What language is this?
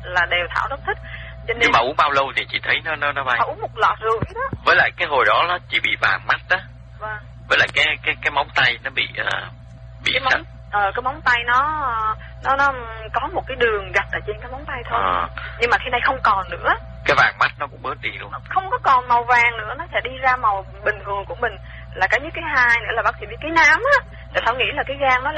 Vietnamese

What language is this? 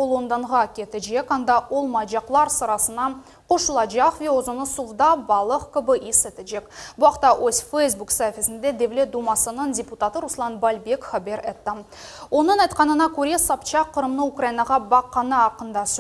Crimean Tatar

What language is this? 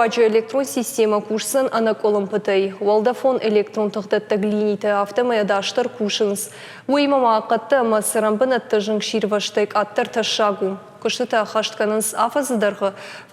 Ossetic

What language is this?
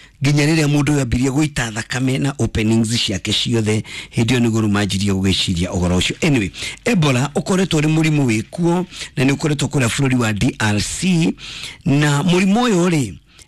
Kikuyu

